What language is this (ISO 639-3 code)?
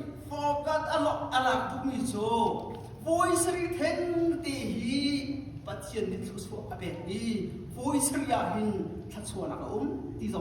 cnh